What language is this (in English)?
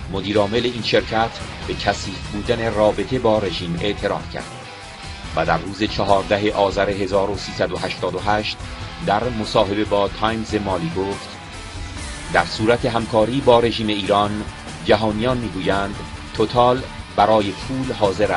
Persian